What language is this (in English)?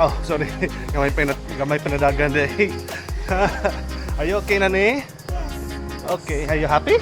Cebuano